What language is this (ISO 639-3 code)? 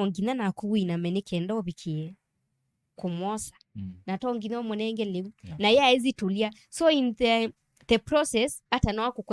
kam